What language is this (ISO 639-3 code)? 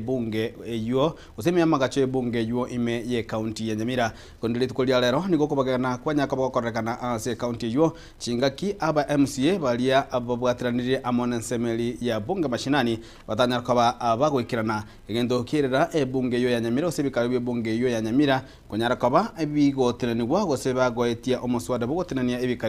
guz